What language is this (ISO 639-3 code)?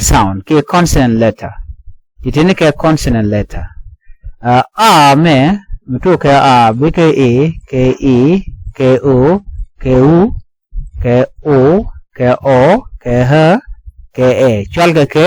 nus